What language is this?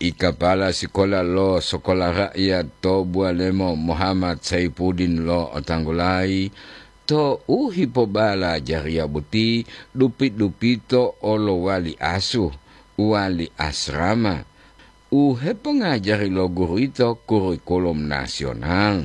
Gorontalo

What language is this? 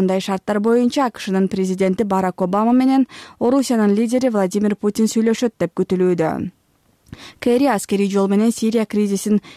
Kyrgyz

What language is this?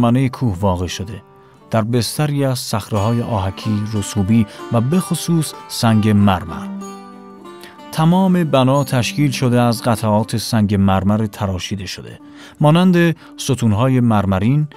Persian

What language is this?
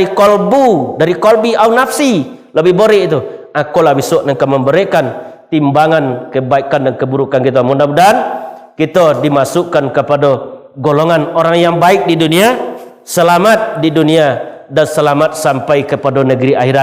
Minangkabau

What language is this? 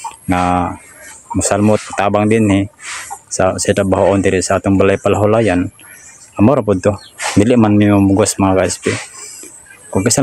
Cebuano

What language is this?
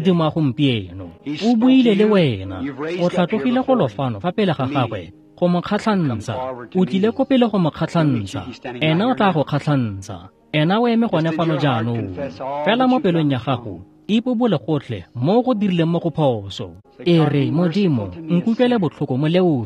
Tswana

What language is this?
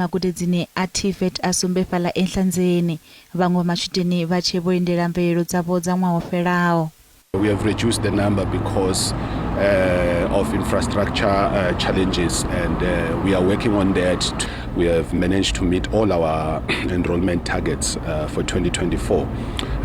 Venda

